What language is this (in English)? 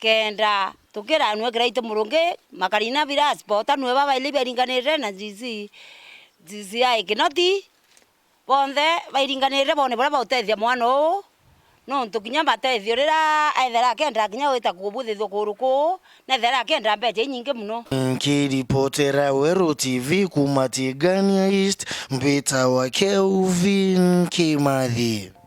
Meru